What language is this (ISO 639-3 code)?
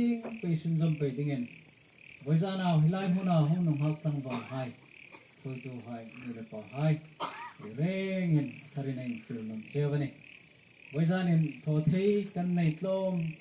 hmr